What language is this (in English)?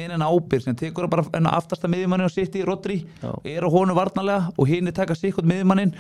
Icelandic